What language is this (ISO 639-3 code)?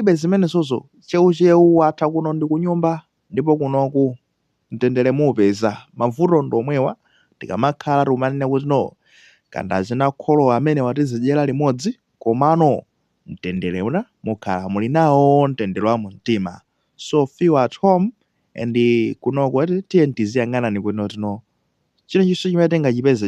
nya